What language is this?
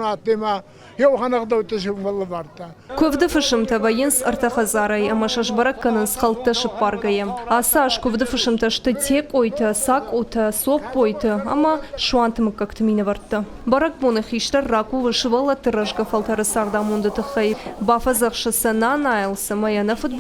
Ossetic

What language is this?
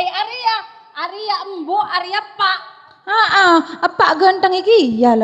Madurese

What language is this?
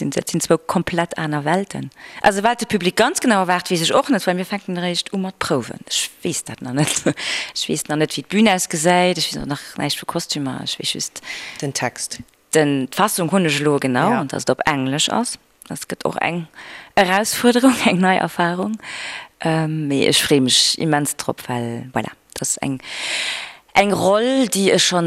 Luxembourgish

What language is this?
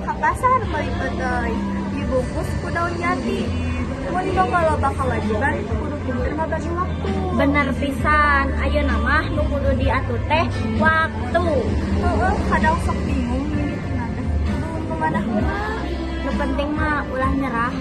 Sundanese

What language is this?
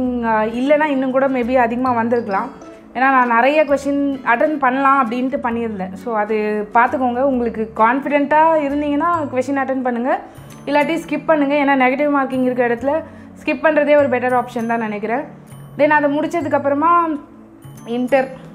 Tamil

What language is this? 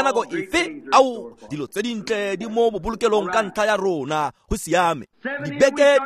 Tswana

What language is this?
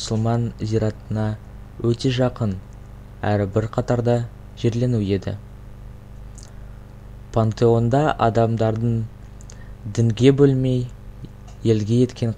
Kazakh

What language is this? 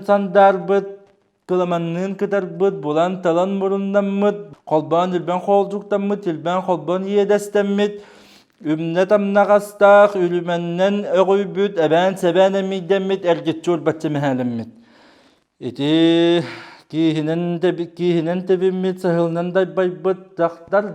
Yakut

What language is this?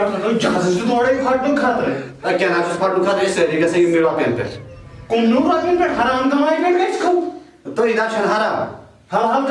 Kashmiri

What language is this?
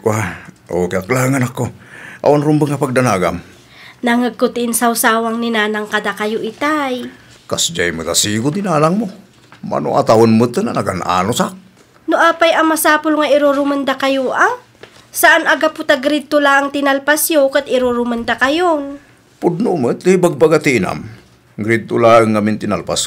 Iloko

